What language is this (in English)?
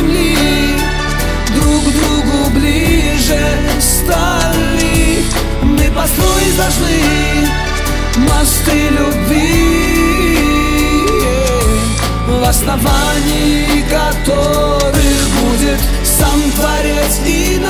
Russian